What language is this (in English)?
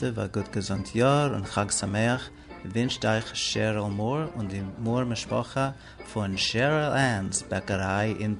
Yiddish